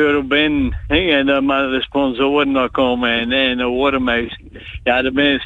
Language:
Western Frisian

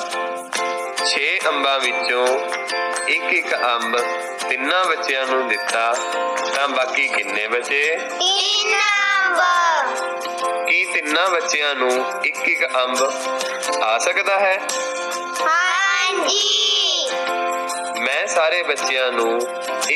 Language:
Punjabi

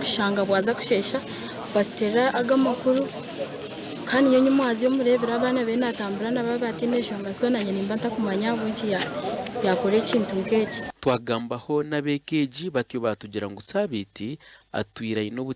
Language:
Nyankole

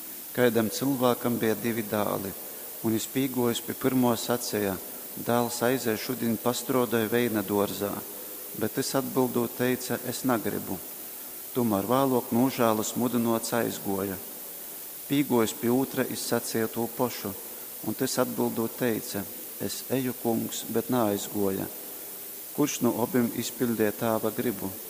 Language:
Latgalian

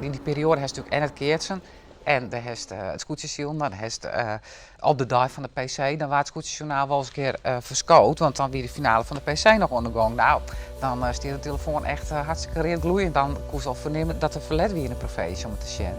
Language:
Western Frisian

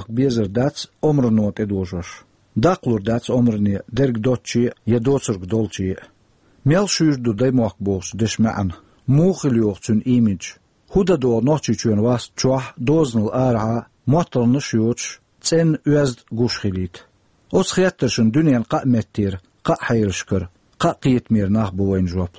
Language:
Chechen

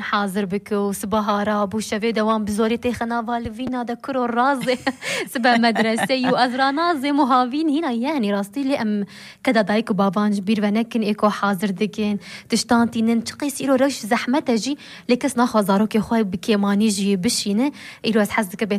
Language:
Kurdish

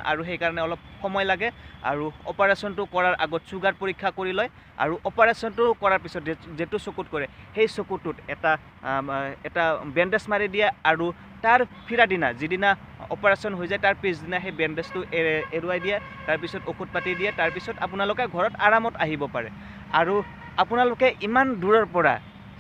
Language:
Assamese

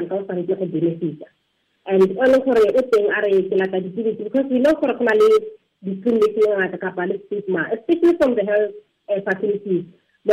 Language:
Tswana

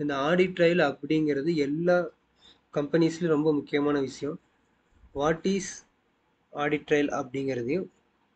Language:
Tamil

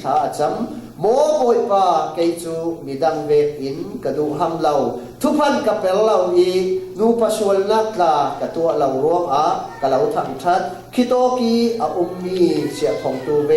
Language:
Falam Chin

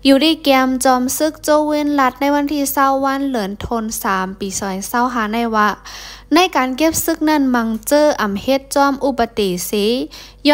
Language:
Shan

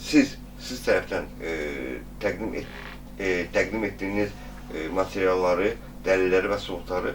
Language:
Azerbaijani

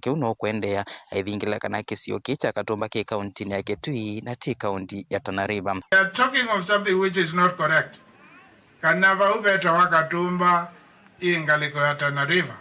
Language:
Kamba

